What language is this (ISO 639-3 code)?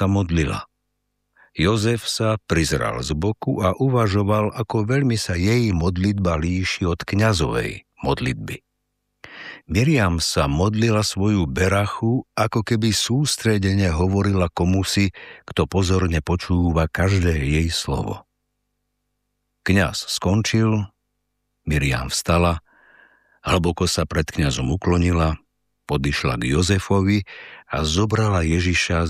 slk